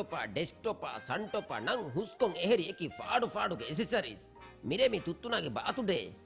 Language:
Divehi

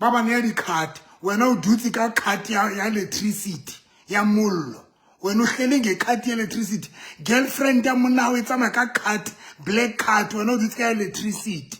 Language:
Southern Sotho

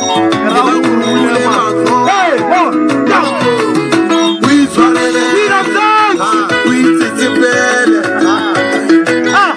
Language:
Tswana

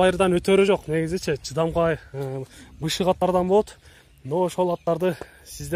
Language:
Kyrgyz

